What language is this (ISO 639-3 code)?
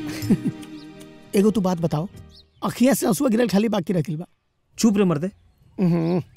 bho